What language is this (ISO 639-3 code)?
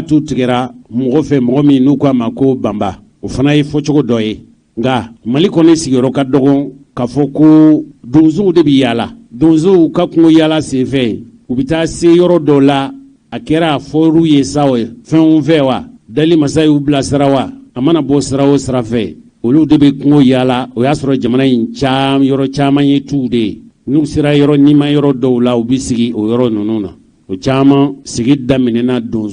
bam